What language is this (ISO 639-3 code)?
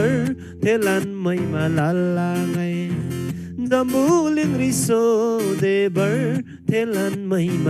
taj